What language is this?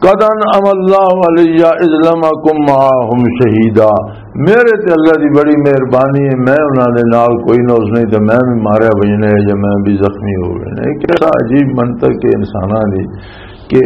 Western Panjabi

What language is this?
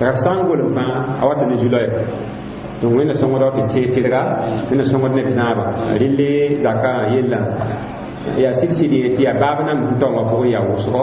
Mossi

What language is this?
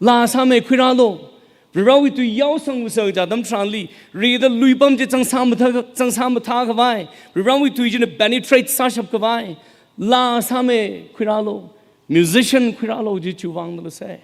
Tangkhul Naga (India)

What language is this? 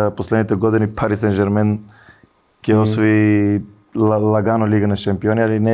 Macedonian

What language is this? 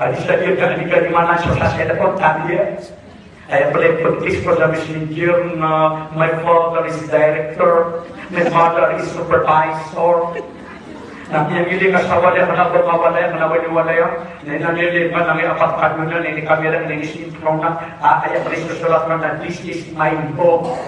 Maranao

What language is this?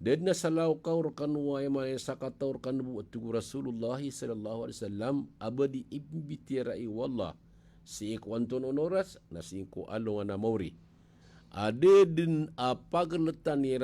Maranao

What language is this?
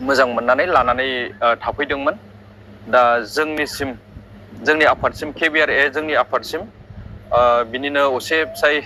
Bodo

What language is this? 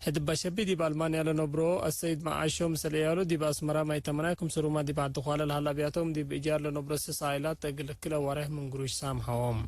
Tigre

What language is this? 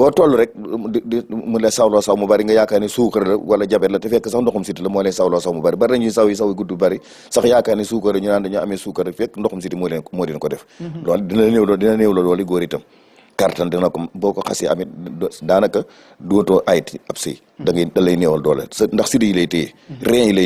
Wolof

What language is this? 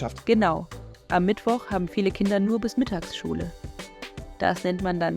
Swiss German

